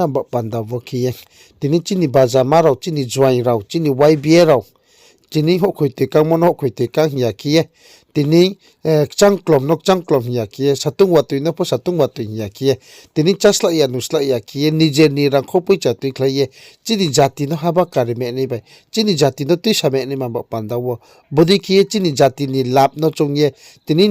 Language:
Riang (India)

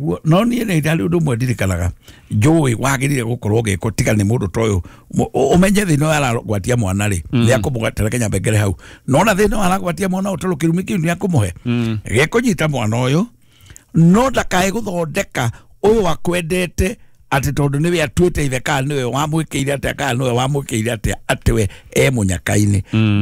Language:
Kikuyu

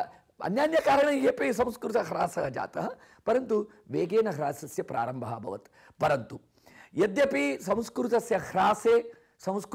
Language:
Sanskrit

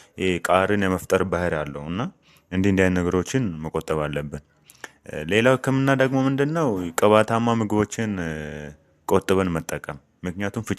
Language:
Amharic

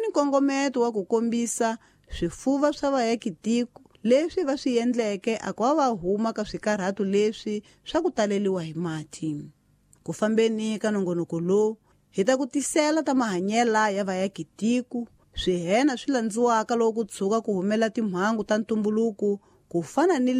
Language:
Tsonga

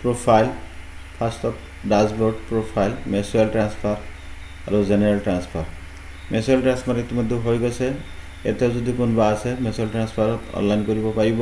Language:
Assamese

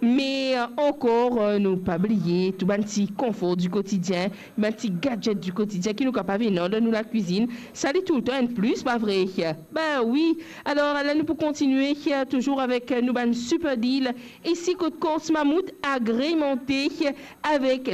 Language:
Morisyen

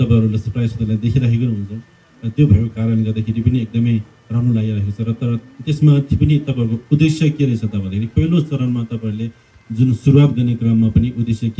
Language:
Nepali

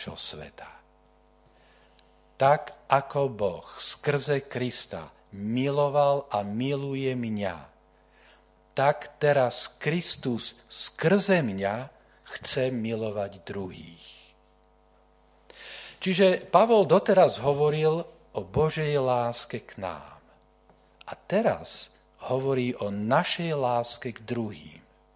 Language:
Slovak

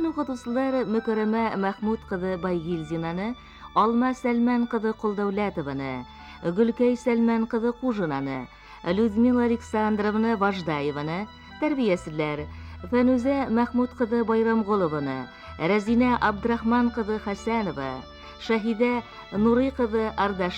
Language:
Bashkir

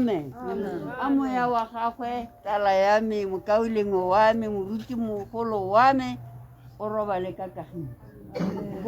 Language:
Tswana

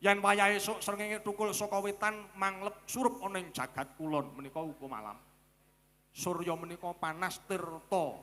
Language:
Javanese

